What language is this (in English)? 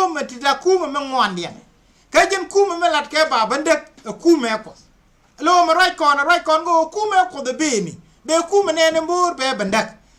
Nuer